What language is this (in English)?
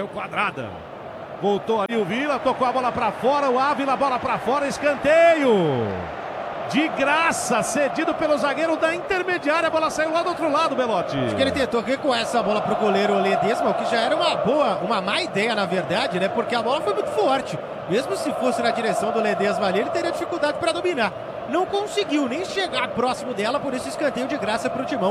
Portuguese